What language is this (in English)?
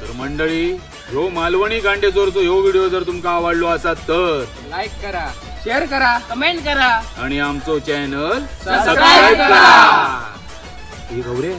Konkani